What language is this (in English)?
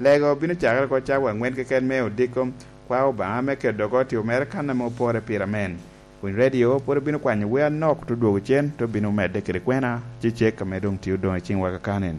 Lango (Uganda)